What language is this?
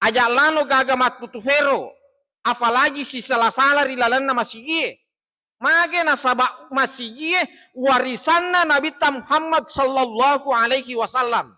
Buginese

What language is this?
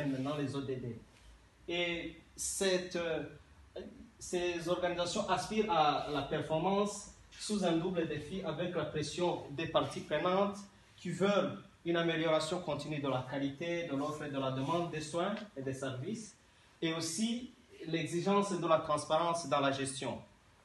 French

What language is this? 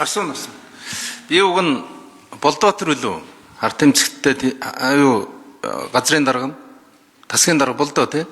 Mongolian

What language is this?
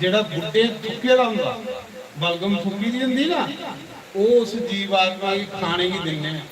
Dogri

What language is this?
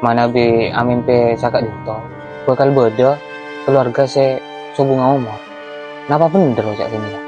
Madurese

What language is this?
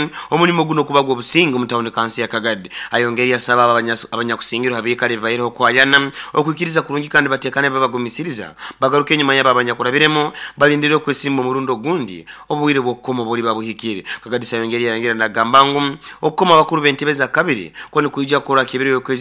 Nyoro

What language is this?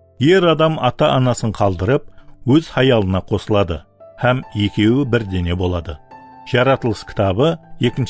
Kara-Kalpak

